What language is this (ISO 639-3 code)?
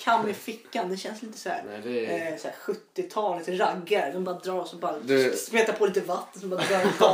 swe